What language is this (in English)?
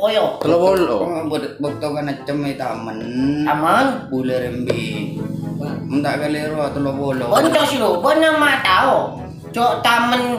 Madurese